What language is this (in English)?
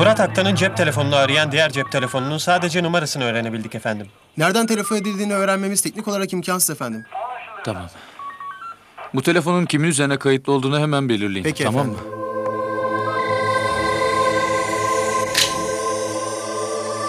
Turkish